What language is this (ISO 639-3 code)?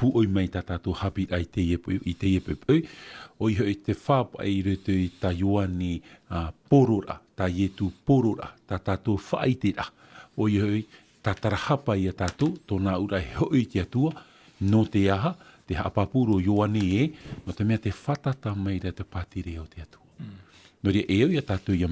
tah